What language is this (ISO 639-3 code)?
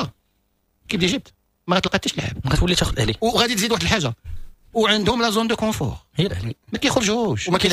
ary